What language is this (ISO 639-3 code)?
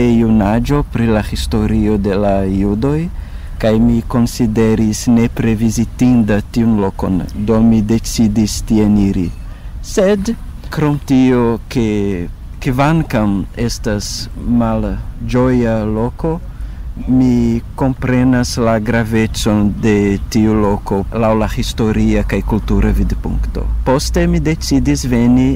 epo